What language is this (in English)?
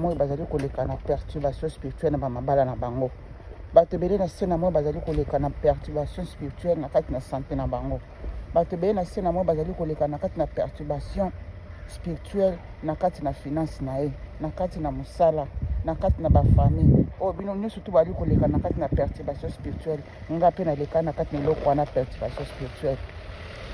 Lingala